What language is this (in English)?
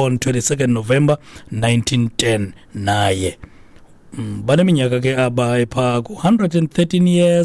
Xhosa